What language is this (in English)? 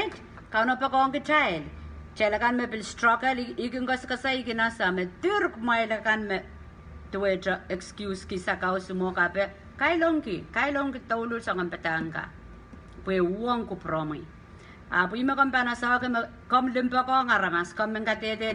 Pohnpeian